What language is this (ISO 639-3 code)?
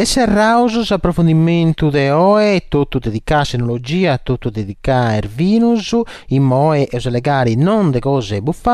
srd